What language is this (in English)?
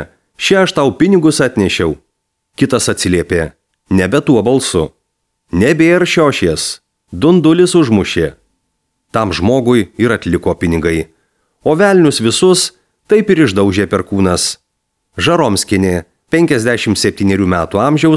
Lithuanian